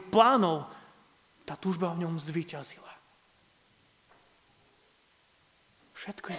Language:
Slovak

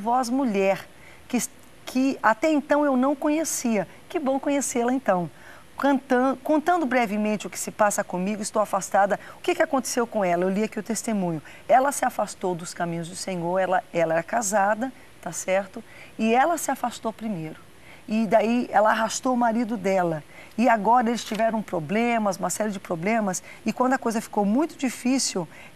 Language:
Portuguese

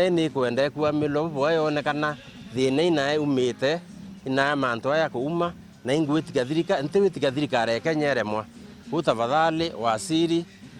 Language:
Meru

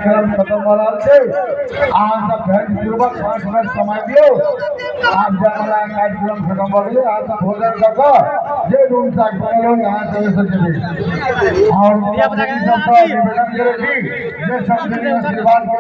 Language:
Maithili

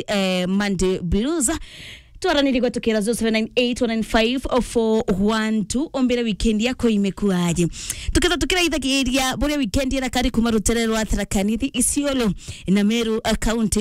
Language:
Meru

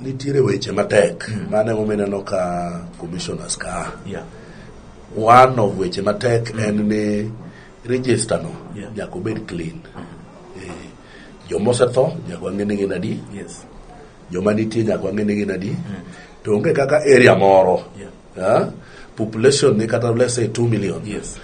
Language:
Luo (Kenya and Tanzania)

